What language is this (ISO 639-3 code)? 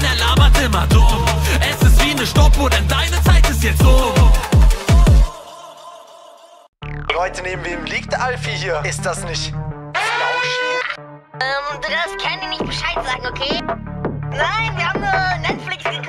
deu